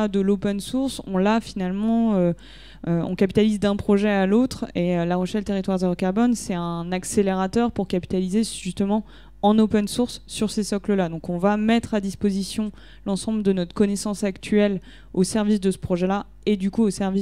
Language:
French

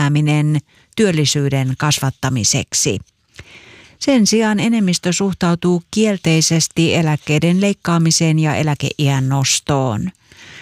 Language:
Finnish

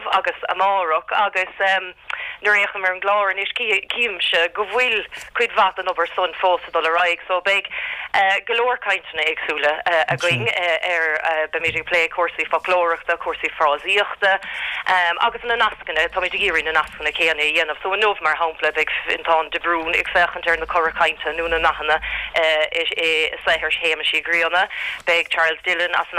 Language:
Irish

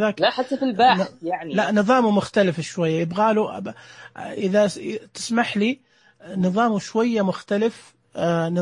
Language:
Najdi Arabic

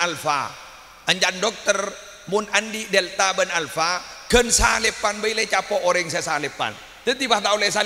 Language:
Madurese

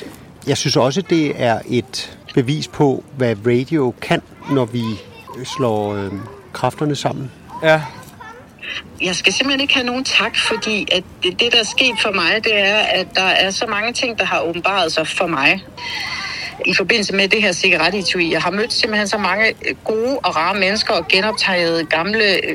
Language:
Danish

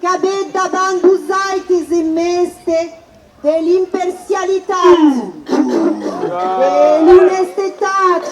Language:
Occitan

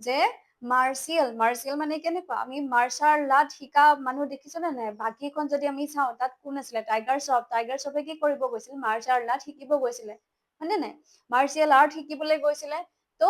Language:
Assamese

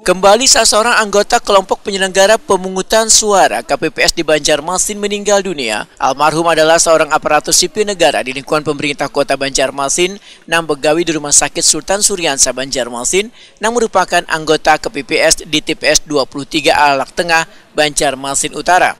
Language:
Banjar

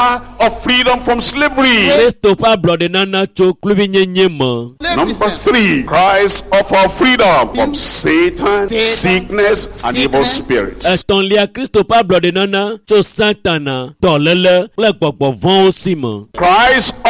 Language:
Ewe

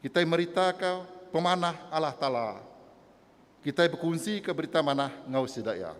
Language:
Iban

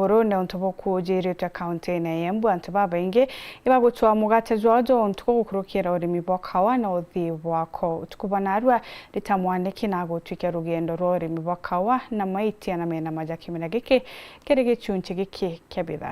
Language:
Meru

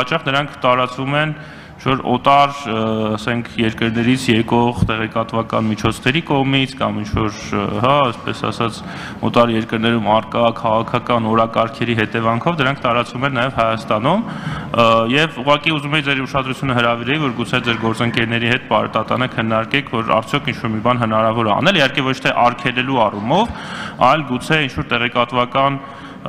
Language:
Armenian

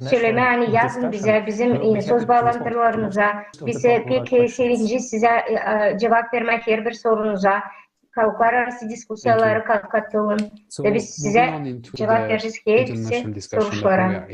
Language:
Gagauz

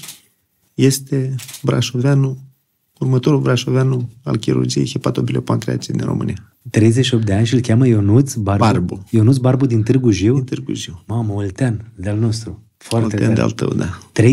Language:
Romanian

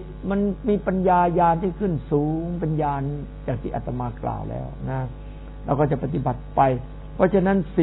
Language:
Thai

